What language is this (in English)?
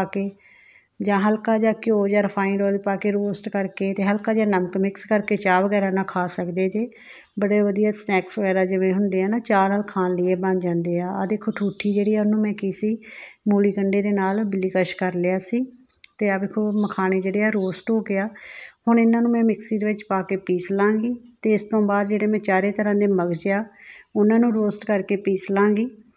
Punjabi